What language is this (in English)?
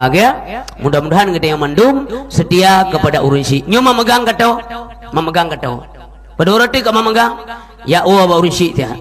Achinese